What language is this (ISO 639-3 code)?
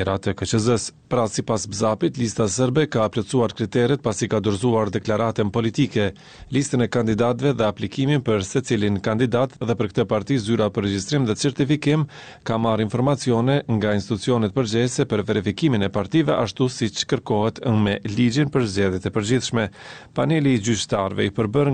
sqi